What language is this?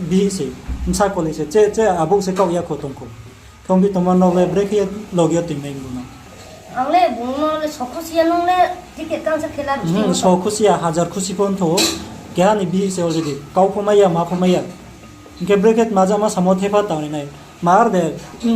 Riang (India)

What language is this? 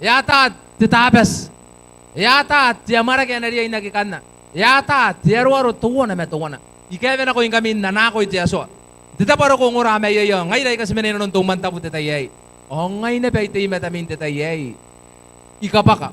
Gilbertese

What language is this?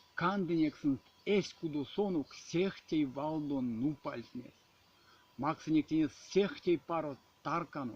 Erzya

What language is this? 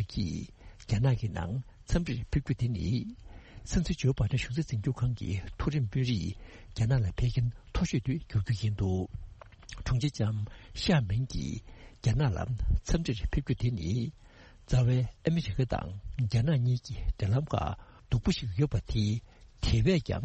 Tibetan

